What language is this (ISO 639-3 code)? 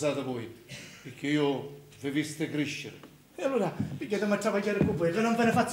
scn